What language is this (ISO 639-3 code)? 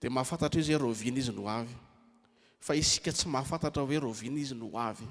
mlg